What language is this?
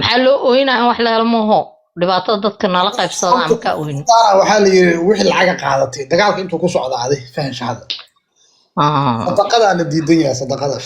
Somali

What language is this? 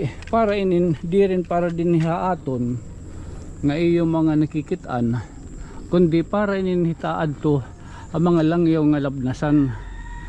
Waray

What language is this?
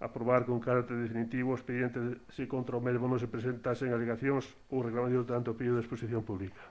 Galician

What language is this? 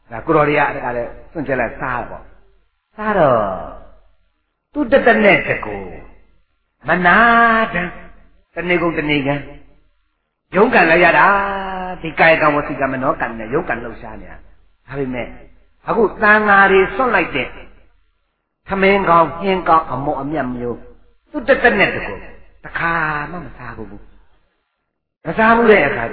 Burmese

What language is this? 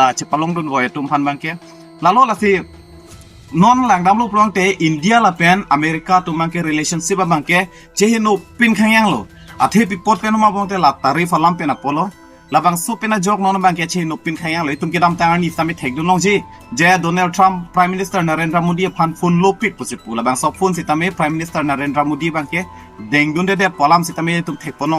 Karbi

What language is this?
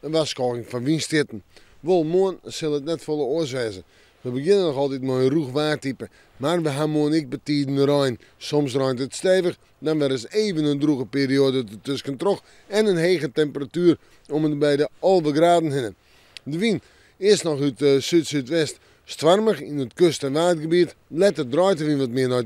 Western Frisian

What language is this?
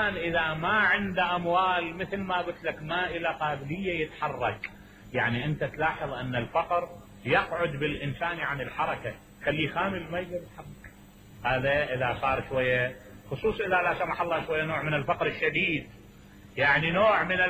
Mesopotamian Arabic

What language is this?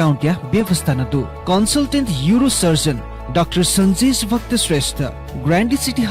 Newari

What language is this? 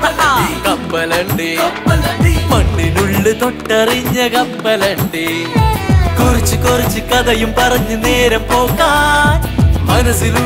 Malayalam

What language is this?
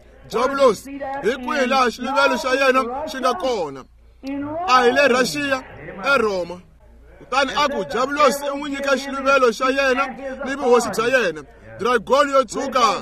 Tsonga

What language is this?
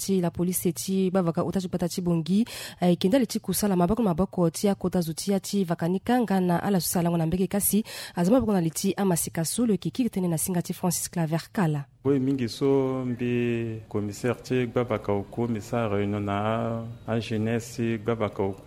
Sango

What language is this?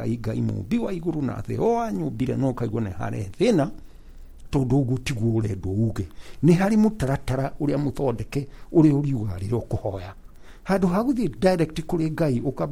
Kikuyu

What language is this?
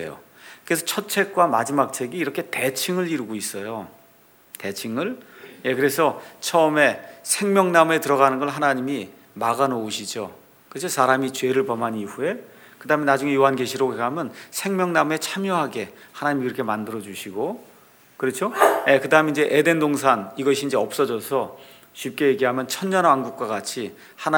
Korean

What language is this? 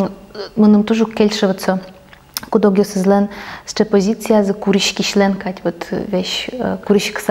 Udmurt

